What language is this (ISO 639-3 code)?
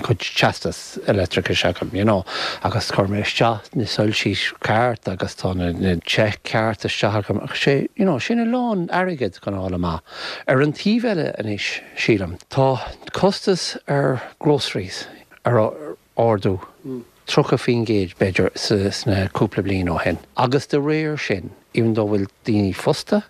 gle